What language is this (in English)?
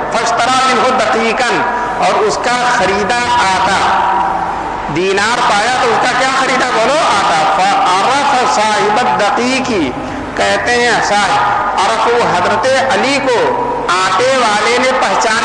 Urdu